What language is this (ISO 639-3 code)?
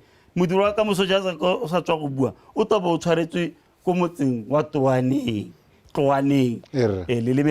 tsn